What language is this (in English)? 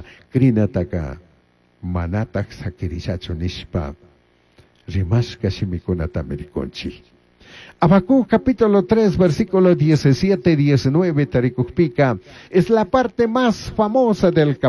Chimborazo Highland Quichua